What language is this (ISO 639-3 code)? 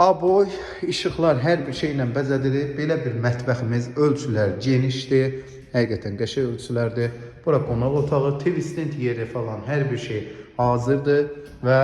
aze